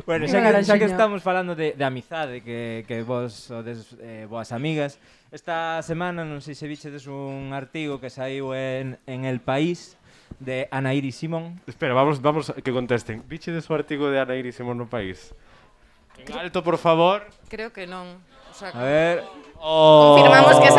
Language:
Galician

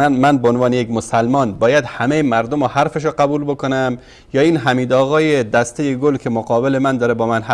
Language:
Persian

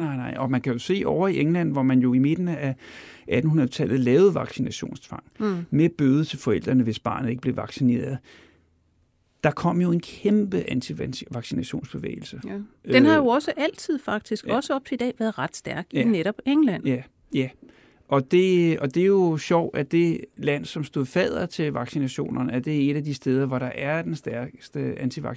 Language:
Danish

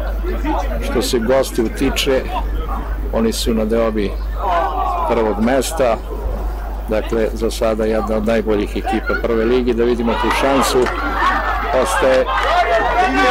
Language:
Serbian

